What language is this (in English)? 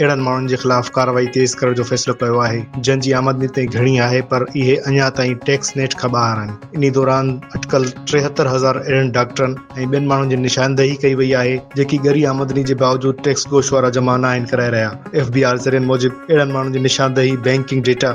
Sindhi